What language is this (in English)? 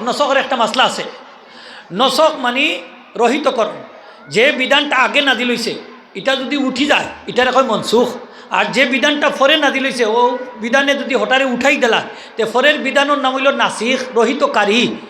Sylheti